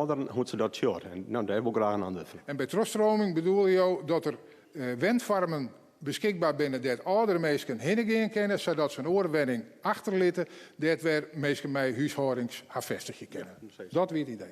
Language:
Western Frisian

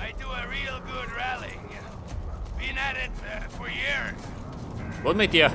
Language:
Bavarian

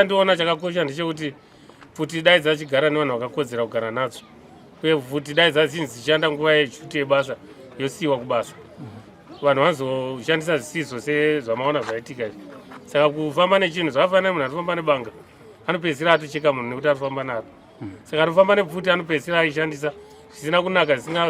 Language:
Shona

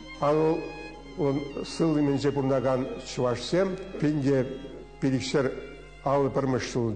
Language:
Chuvash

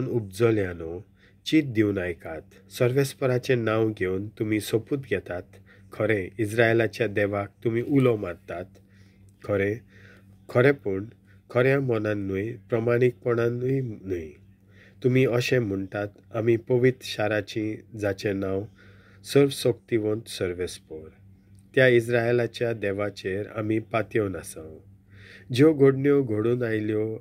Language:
Konkani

